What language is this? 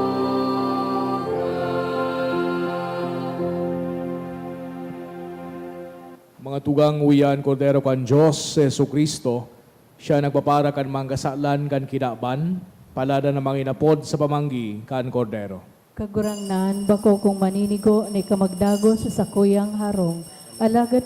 Bikol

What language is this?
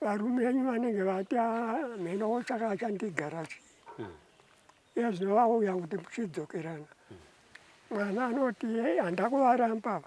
Shona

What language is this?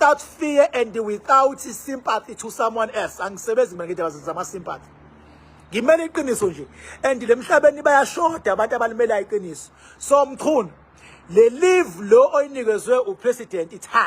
Zulu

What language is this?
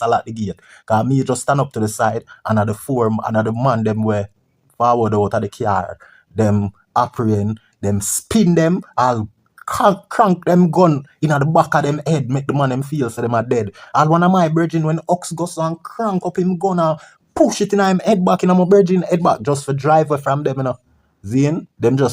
Jamaican Creole English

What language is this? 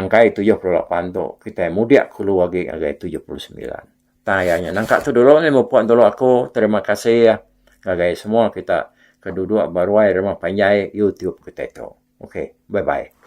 Iban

